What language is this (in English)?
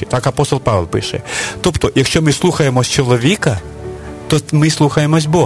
Ukrainian